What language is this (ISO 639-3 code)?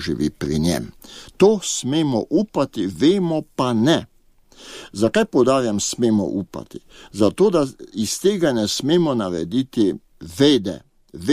slv